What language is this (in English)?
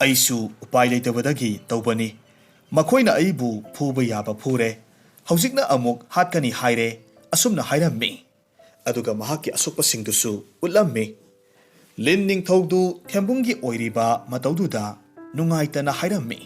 Manipuri